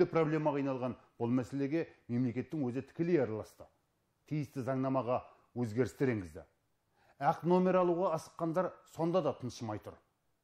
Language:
Kazakh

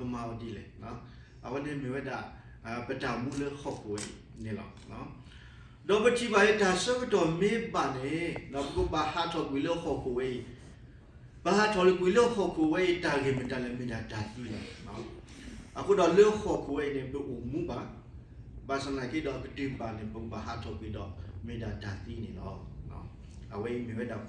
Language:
S'gaw Karen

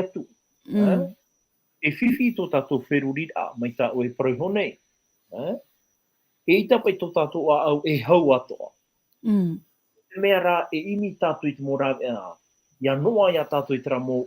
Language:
Tahitian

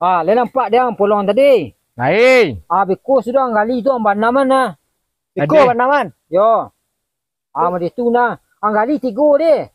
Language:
Minangkabau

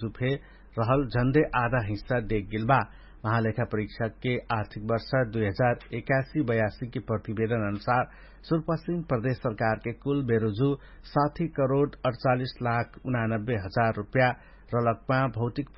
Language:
Dangaura Tharu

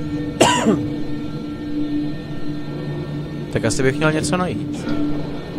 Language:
Czech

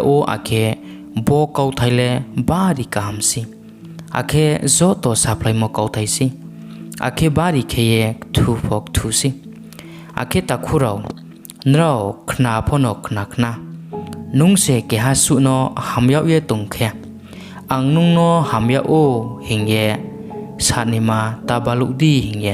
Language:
Riang (India)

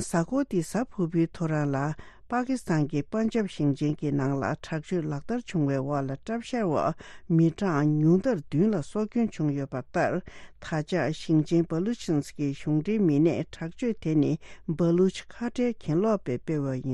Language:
Tibetan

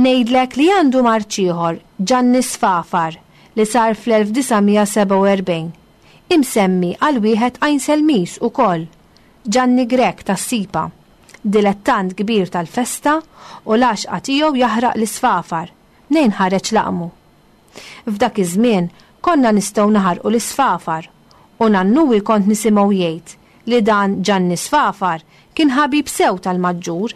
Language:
Maltese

